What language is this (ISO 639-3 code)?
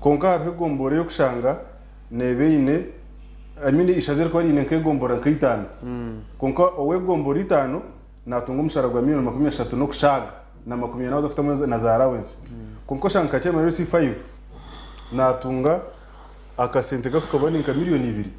nyn